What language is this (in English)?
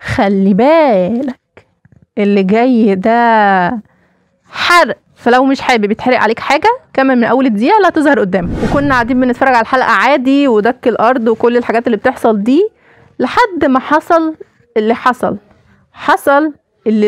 Egyptian Arabic